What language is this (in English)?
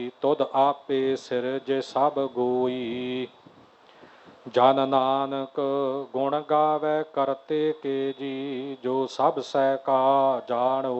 Punjabi